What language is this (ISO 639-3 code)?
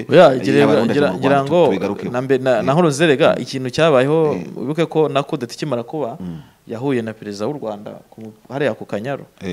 kin